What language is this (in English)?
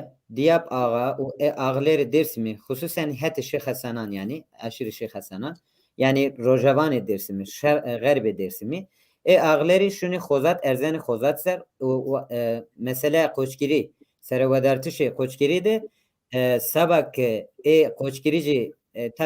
Zaza